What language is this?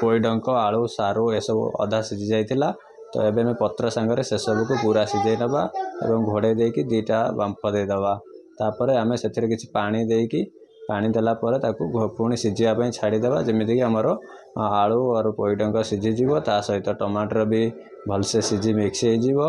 Odia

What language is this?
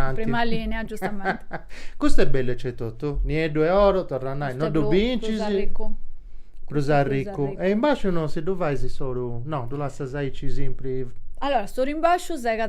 Sardinian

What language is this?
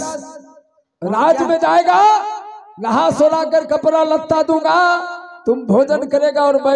Hindi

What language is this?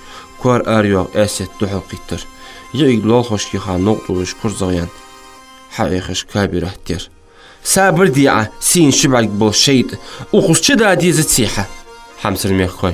Ingush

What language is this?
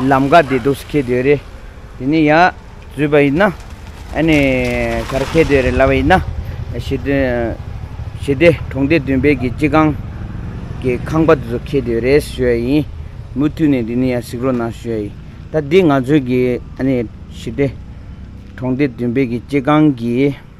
Tibetan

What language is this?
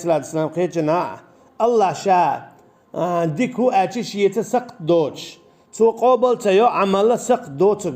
Chechen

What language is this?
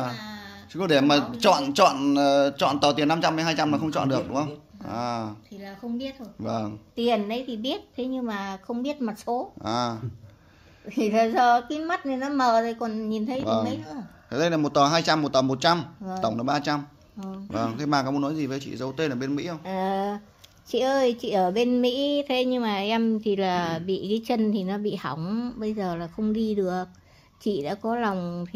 Vietnamese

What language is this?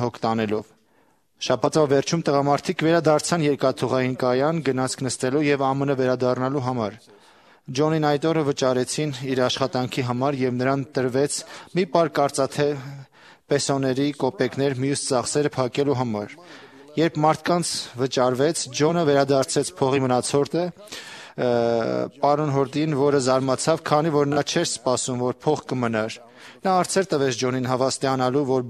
Armenian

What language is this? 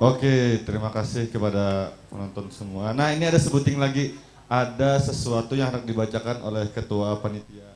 Banjar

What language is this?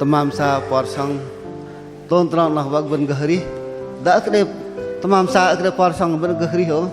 Bahnar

